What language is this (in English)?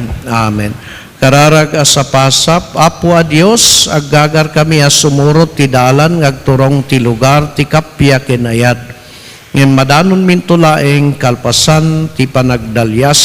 Iloko